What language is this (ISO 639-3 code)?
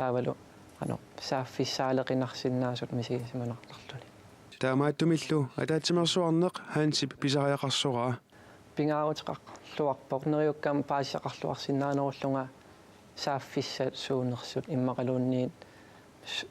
kal